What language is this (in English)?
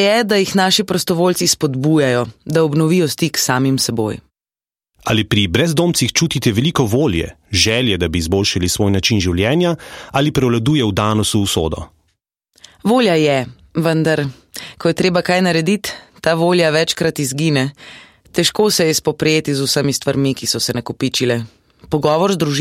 Slovenian